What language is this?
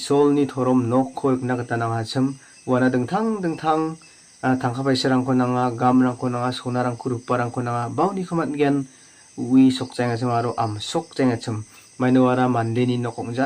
Garo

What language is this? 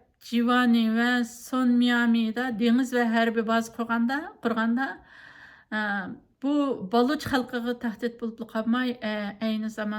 Uyghur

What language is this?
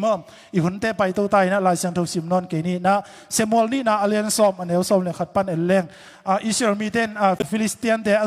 Tedim Chin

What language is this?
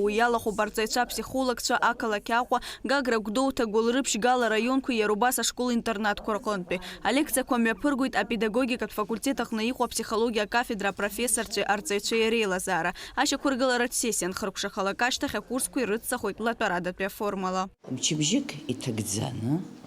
Abkhazian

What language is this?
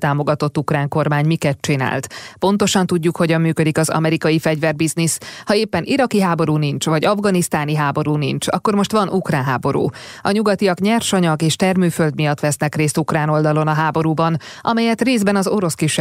Hungarian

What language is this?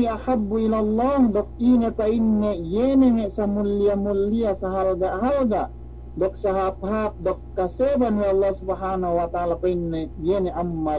Yakan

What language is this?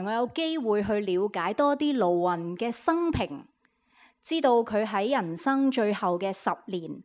Cantonese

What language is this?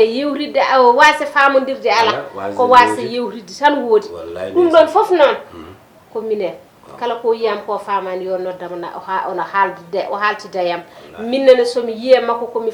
Fula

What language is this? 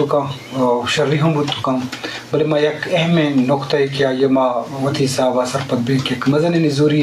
Eastern Balochi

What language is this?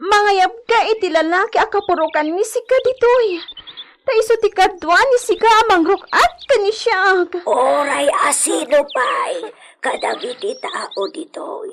Iloko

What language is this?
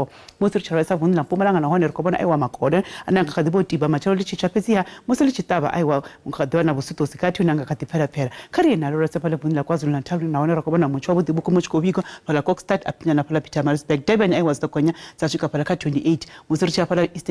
Venda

